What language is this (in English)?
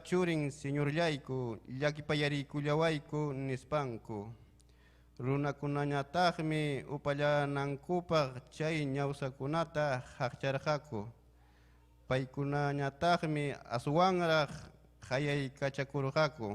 Ayacucho Quechua